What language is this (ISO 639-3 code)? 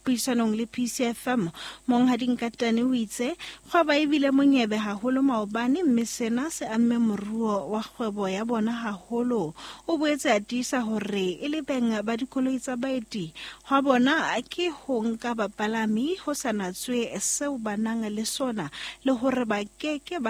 sot